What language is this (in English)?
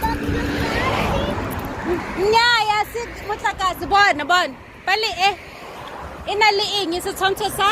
Tswana